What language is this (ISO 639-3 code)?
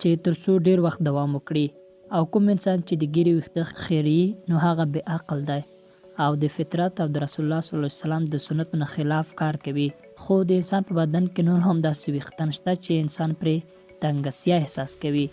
pus